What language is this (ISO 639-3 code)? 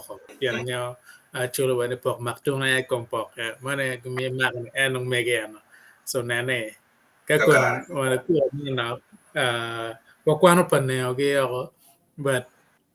ach